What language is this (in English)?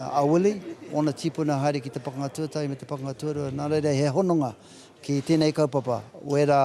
Māori